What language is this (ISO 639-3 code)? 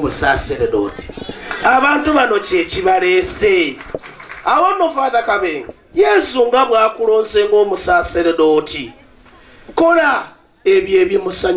lug